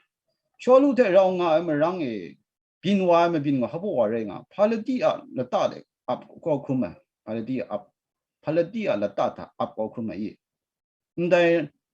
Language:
Kachin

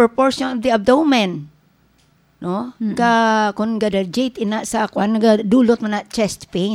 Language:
Hiligaynon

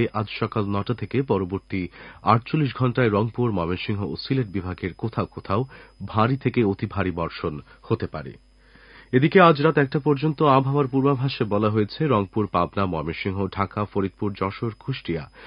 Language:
Bangla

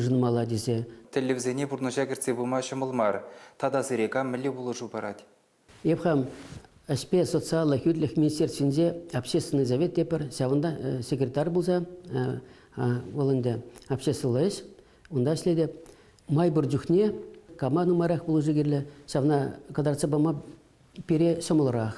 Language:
Chuvash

